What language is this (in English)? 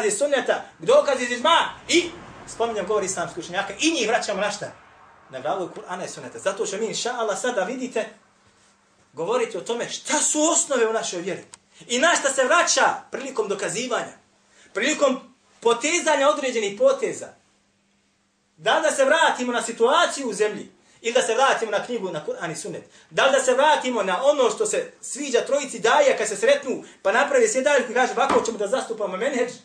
Bosnian